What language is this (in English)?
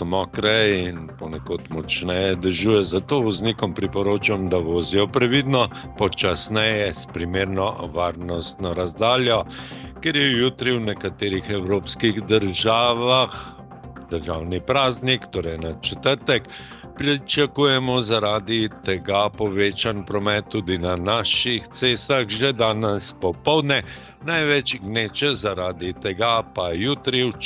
Slovenian